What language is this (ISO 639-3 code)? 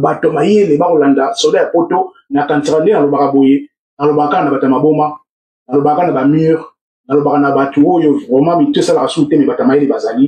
lin